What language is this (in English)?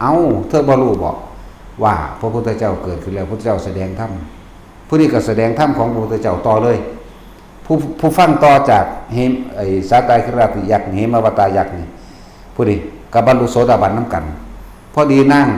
Lao